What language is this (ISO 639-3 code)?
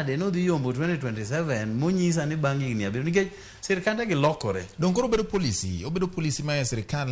luo